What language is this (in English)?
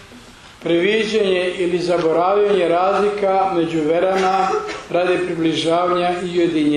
Serbian